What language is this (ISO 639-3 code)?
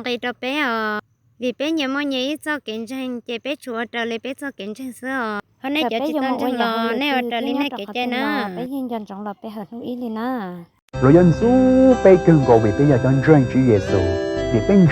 hmn